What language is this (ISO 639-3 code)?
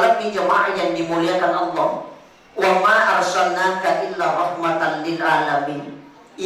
bug